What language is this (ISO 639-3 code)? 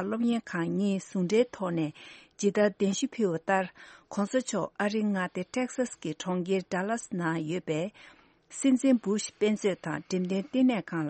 bod